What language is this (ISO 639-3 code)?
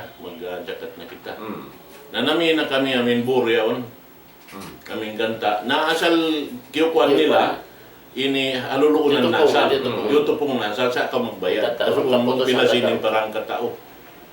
tsg